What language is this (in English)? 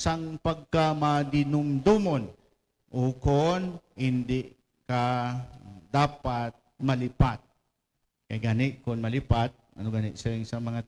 Hiligaynon